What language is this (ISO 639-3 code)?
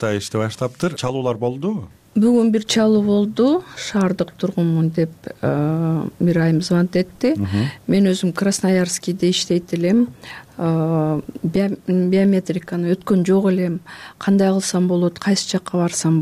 kir